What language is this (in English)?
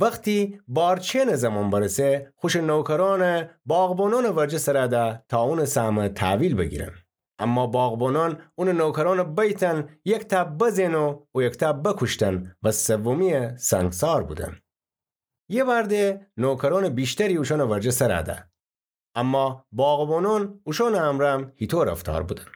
Gilaki